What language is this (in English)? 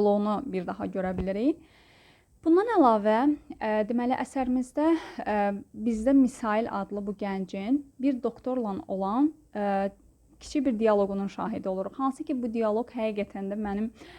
Azerbaijani